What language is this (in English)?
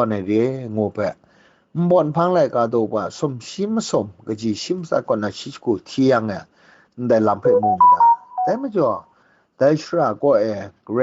Kachin